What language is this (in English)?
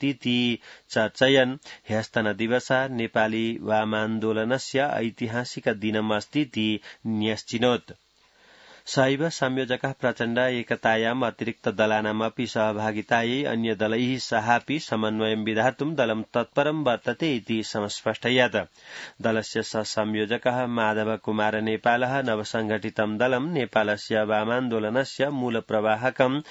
Sanskrit